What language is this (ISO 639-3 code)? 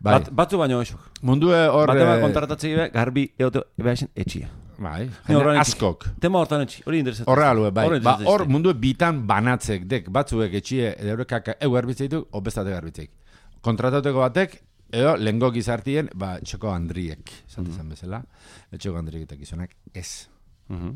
eus